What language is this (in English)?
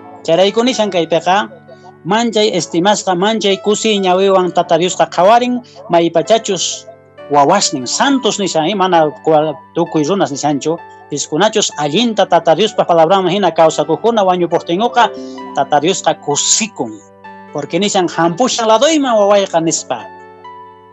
Quechua